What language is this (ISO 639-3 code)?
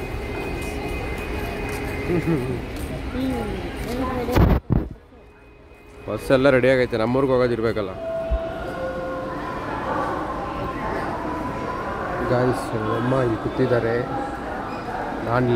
kan